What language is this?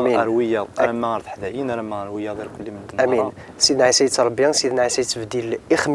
Kabyle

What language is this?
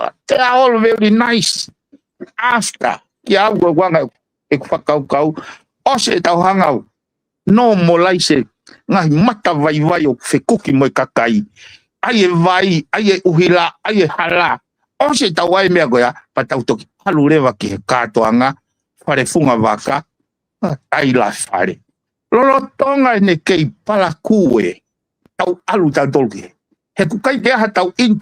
Tongan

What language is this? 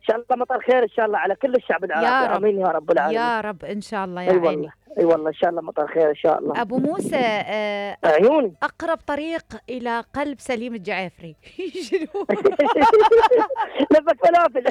Mesopotamian Arabic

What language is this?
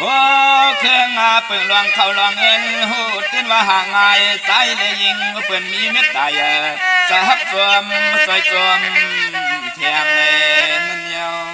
Shan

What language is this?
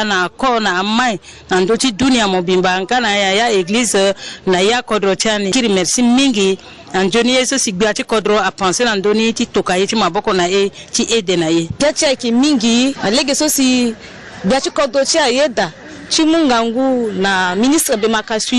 Sango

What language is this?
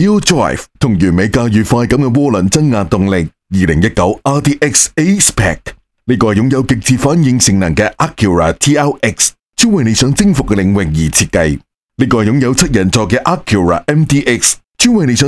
Cantonese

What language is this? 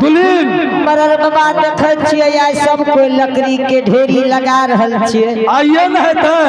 Angika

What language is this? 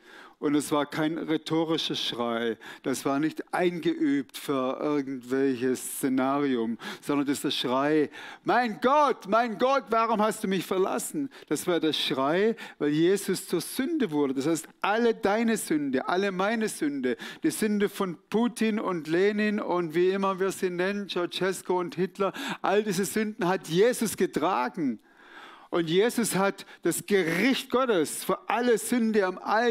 Swiss German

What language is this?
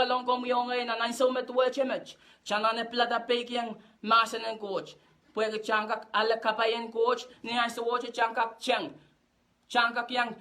Pohnpeian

